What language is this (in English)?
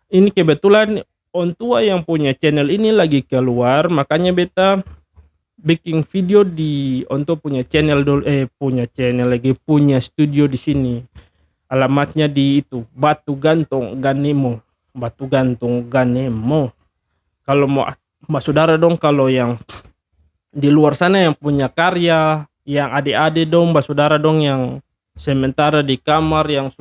Ambonese Malay